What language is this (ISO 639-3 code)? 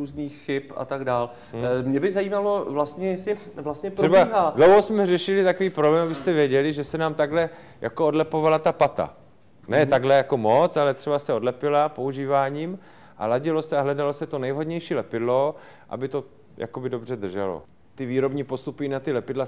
ces